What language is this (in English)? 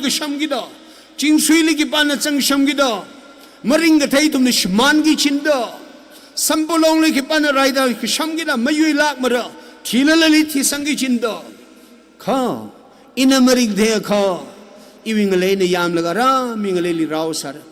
Tangkhul Naga (India)